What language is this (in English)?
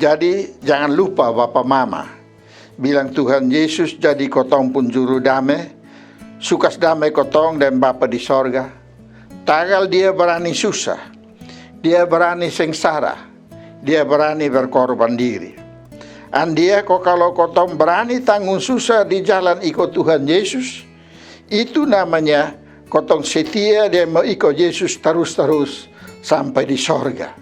Kupang Malay